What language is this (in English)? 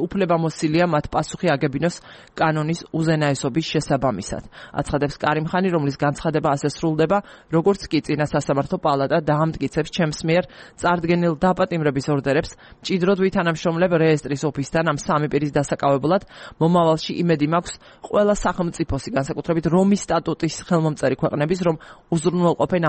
Georgian